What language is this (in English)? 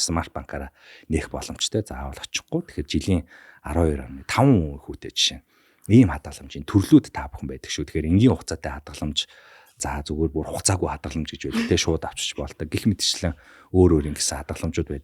Mongolian